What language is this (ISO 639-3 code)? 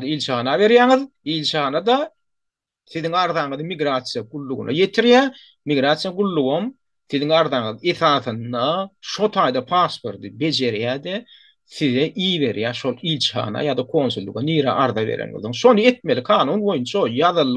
tuk